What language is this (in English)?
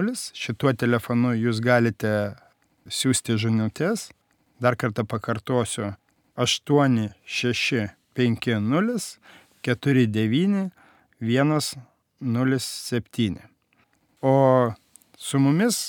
Lithuanian